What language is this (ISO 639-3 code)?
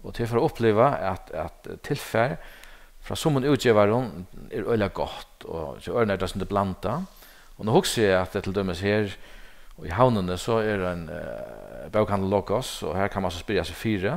fao